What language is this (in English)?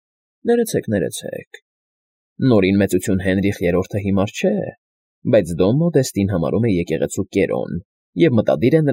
Armenian